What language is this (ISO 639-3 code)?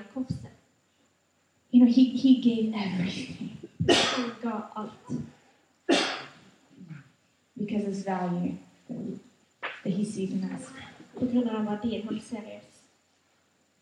nor